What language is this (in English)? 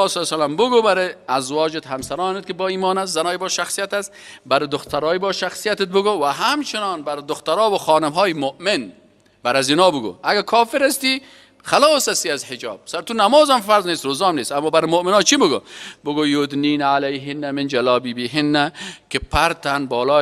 Persian